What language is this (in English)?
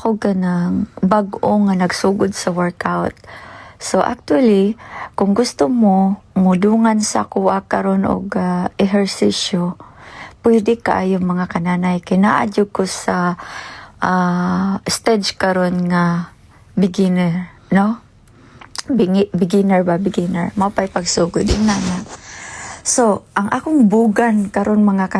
Cebuano